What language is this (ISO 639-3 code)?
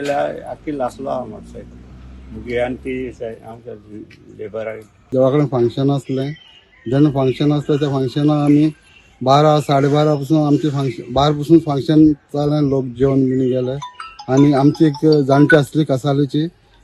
kok